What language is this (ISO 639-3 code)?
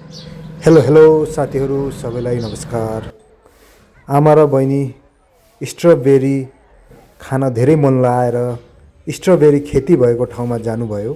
nep